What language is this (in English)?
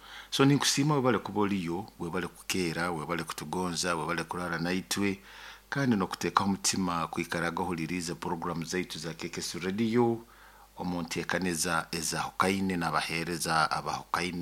Nyoro